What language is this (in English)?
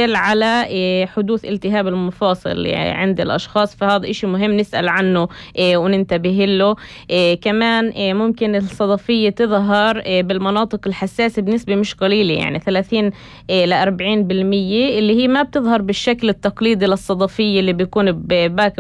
North Levantine Arabic